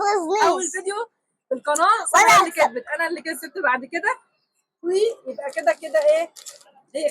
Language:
Egyptian Arabic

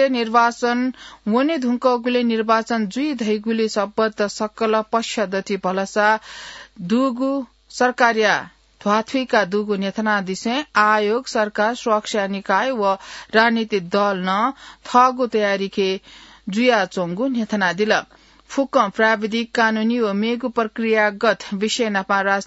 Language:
Newari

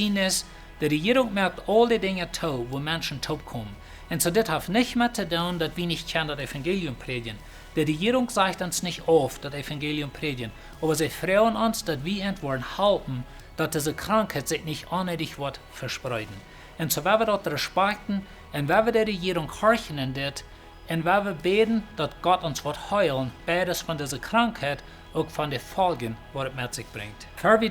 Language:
Plautdietsch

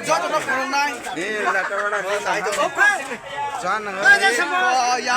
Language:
Kok Borok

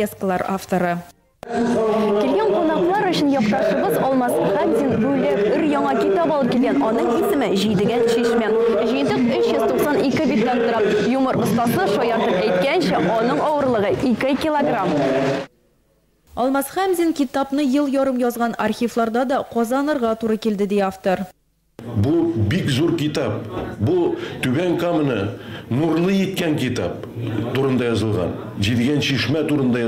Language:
Tatar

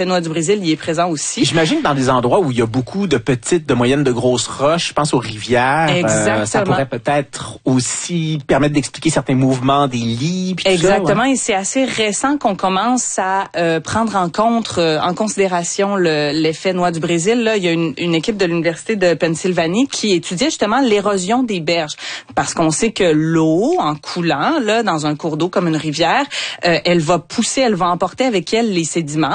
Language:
French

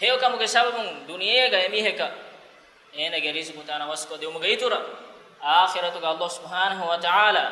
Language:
Divehi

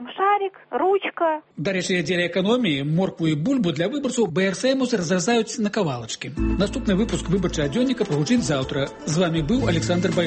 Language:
Belarusian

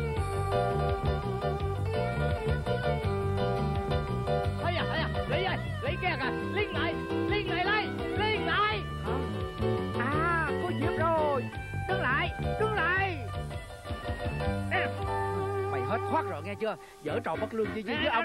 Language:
Vietnamese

